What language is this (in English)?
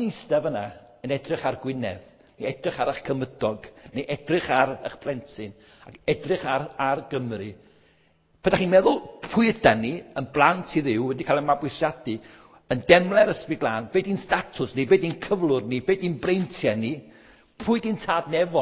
Welsh